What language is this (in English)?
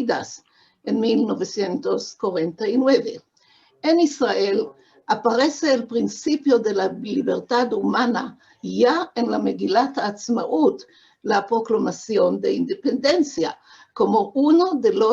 Ladino